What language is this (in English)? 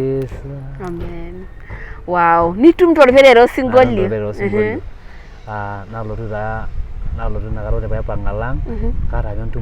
Masai